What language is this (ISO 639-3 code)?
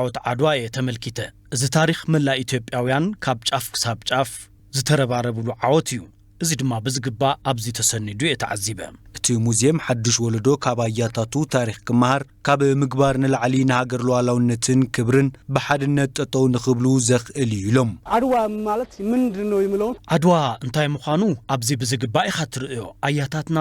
tir